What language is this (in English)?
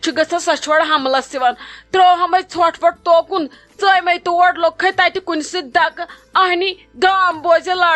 Kashmiri